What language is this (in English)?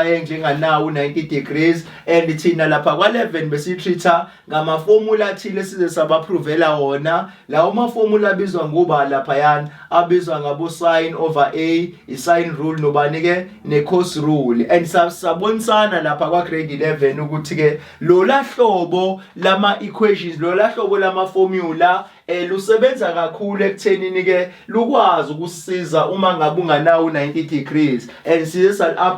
Zulu